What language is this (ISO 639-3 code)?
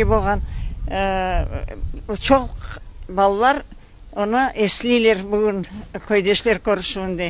crh